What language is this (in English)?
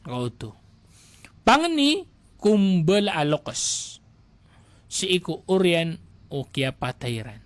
Maranao